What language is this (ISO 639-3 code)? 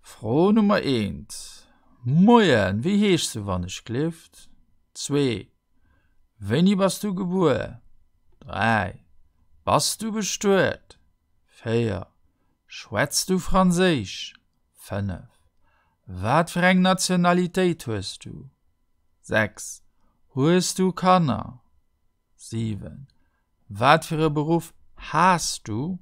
ltz